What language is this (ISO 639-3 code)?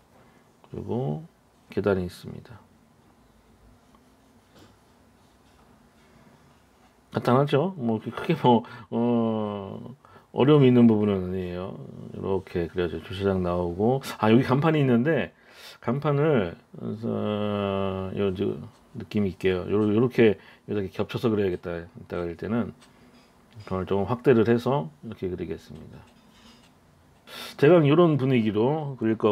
kor